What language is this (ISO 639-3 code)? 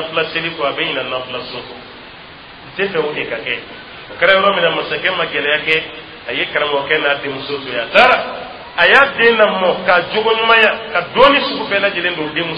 dyu